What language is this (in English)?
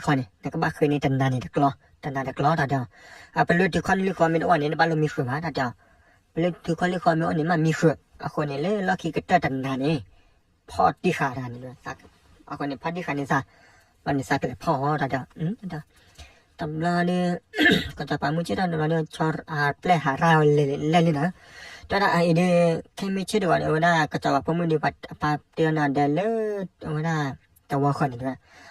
S'gaw Karen